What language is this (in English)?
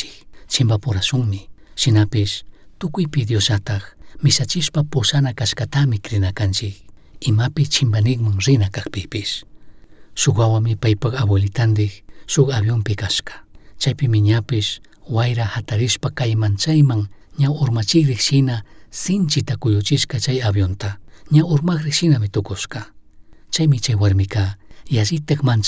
Chimborazo Highland Quichua